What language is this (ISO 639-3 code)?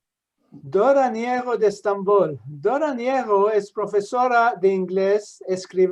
lad